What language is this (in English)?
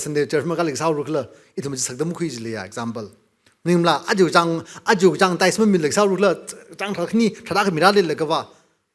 Tangkhul Naga (India)